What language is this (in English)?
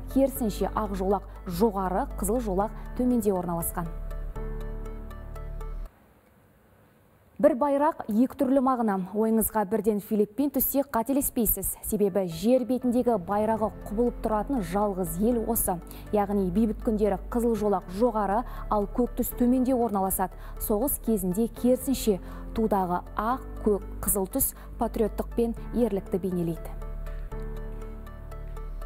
Kazakh